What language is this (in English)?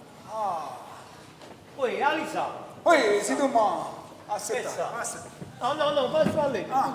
Neapolitan